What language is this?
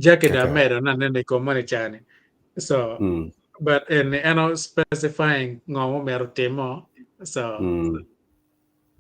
Acoli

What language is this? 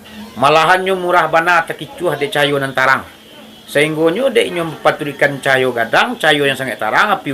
Minangkabau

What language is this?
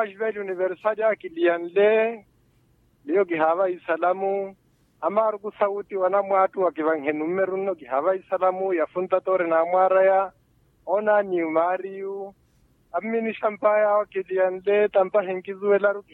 Makhuwa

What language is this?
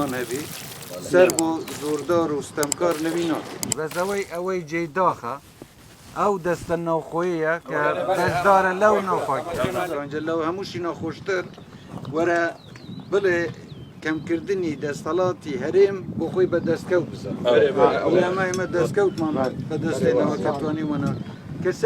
Kurdish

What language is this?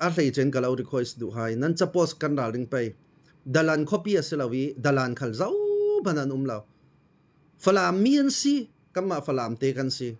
Falam Chin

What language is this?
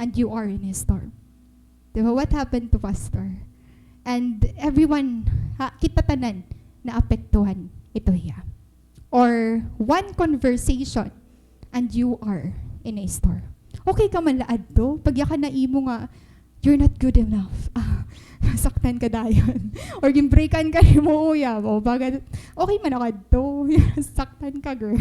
Waray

